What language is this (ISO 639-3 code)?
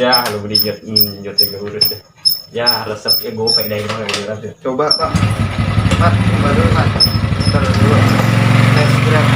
bew